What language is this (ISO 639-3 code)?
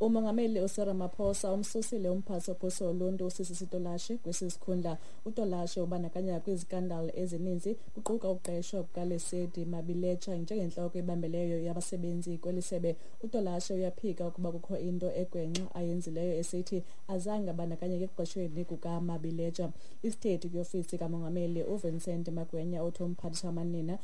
xho